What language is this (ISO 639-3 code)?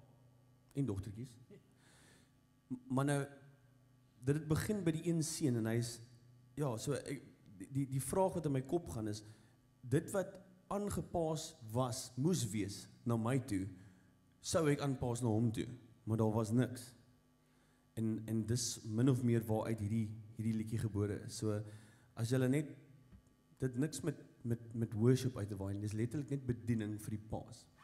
afr